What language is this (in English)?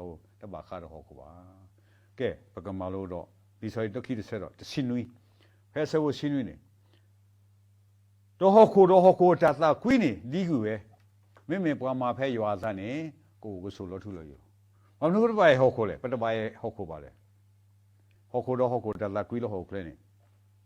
S'gaw Karen